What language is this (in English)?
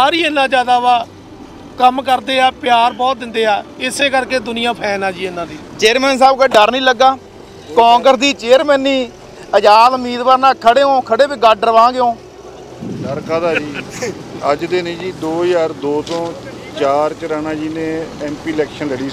Punjabi